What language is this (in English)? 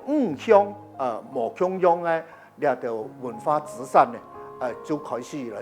Hakka Chinese